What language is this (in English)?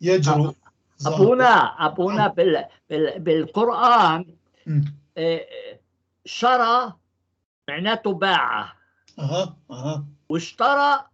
North Levantine Arabic